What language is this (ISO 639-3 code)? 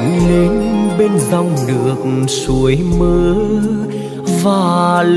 vie